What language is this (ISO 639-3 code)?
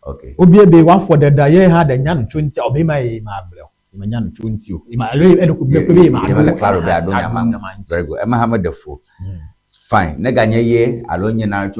ewe